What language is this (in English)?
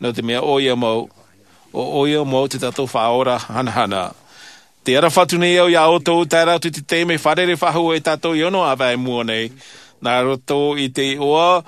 Tahitian